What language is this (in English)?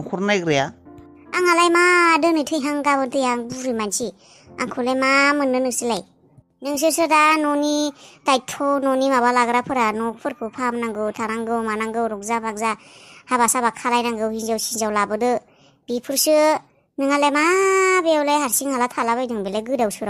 Bodo